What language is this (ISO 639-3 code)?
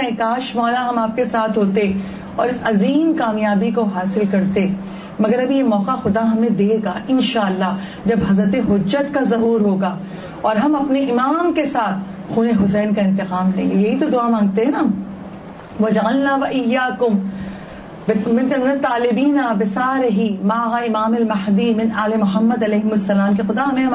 urd